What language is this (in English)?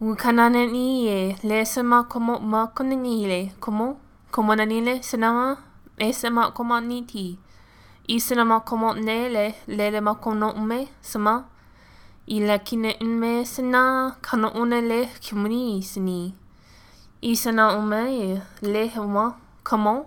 Albanian